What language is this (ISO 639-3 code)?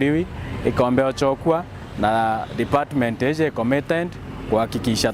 mer